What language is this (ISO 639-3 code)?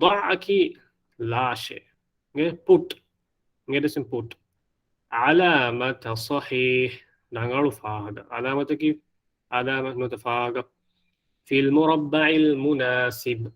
div